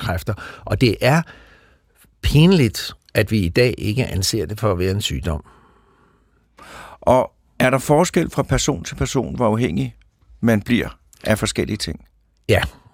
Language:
Danish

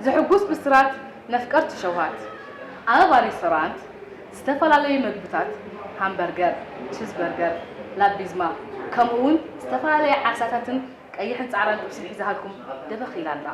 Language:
Tigrinya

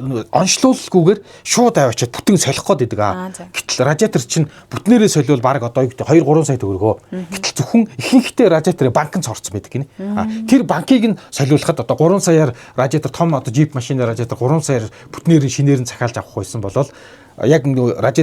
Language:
Mongolian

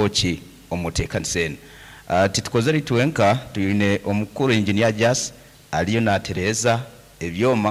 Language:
Nyankole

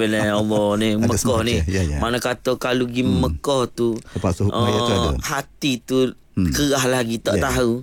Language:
Malay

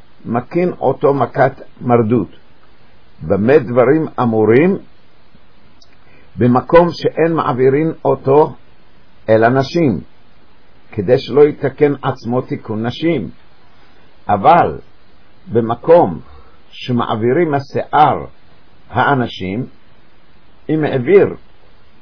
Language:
Hebrew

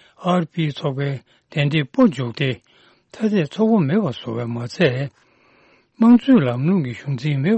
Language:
Tibetan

